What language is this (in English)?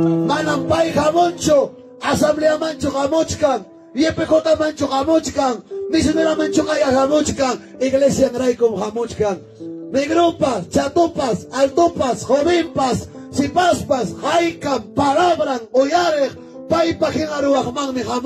Ayacucho Quechua